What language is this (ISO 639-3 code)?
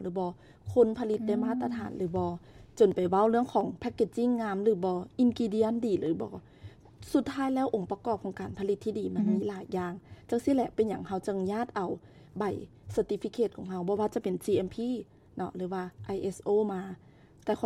lao